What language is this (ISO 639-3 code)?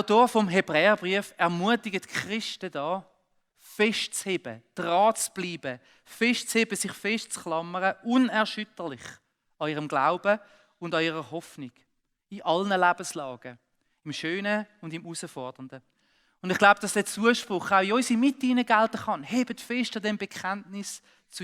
gsw